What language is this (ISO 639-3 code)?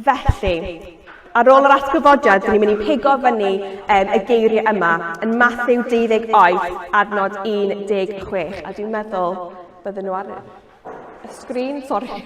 cym